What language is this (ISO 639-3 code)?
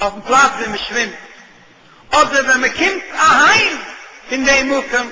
yid